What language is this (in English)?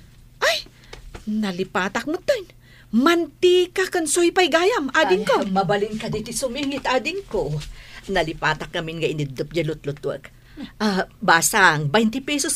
Iloko